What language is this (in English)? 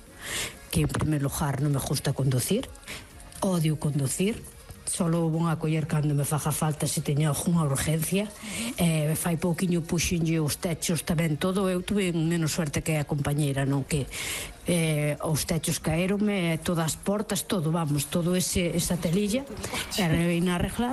Galician